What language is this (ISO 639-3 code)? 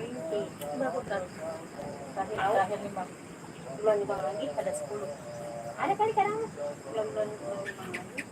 bew